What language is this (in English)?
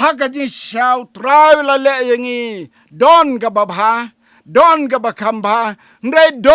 Khasi